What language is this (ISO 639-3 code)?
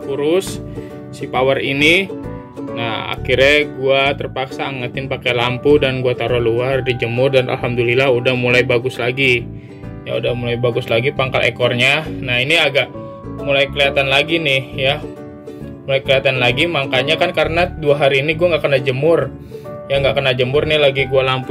ind